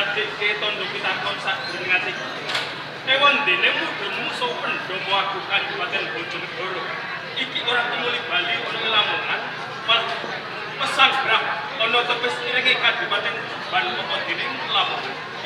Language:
Javanese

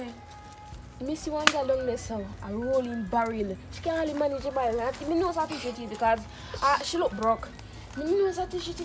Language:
Jamaican Creole English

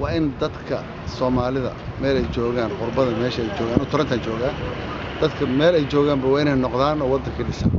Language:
Somali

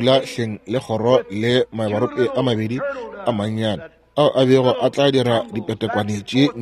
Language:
Northern Sotho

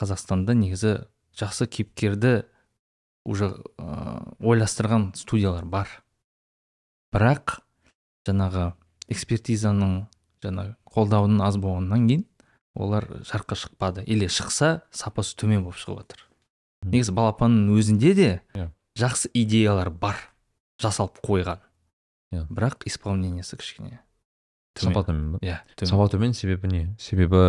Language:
Kazakh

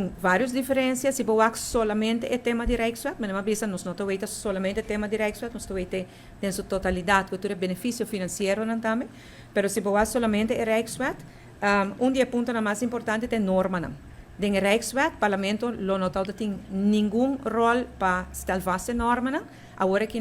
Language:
Papiamento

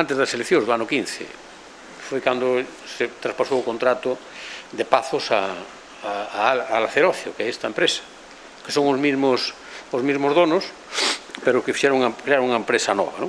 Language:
Galician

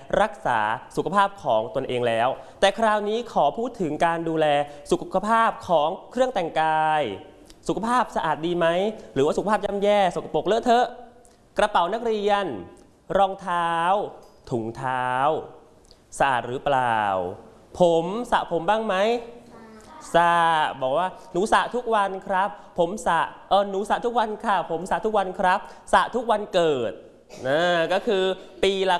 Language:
Thai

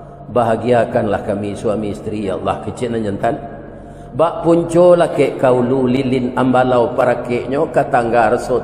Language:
Minangkabau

